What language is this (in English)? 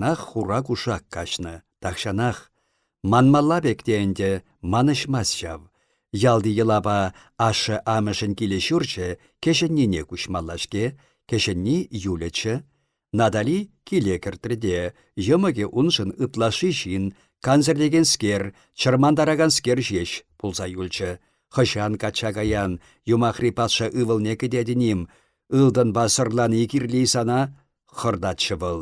Chuvash